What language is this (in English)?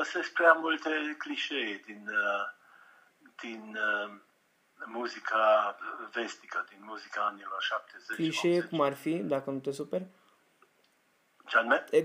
Romanian